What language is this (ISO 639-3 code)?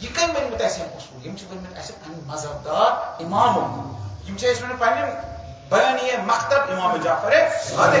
kas